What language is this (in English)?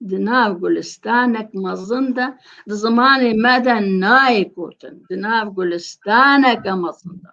Kurdish